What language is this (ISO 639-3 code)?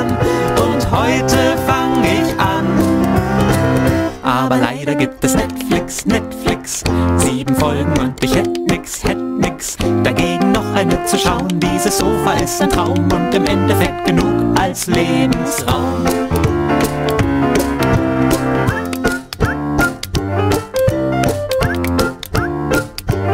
deu